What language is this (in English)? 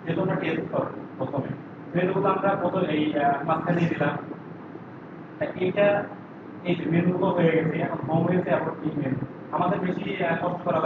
Bangla